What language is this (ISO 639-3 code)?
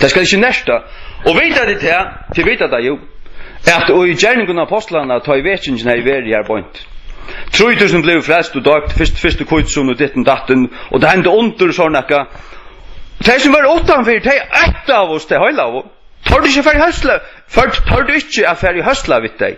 fao